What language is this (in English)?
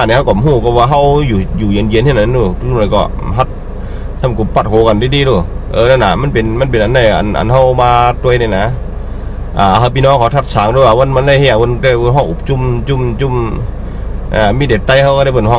Shan